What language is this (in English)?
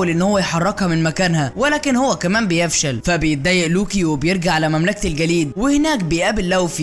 Egyptian Arabic